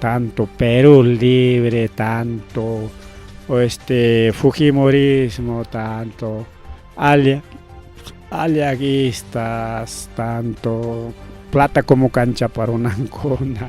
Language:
Ayacucho Quechua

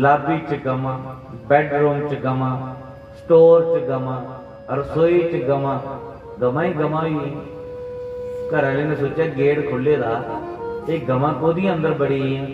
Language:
Dogri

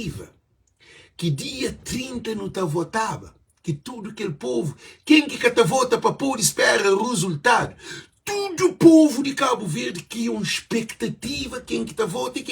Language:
Kabuverdianu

